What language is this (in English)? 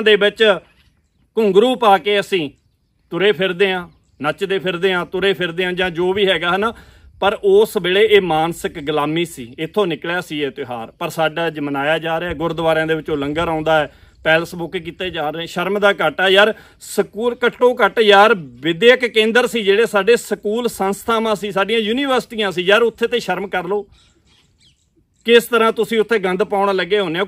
Punjabi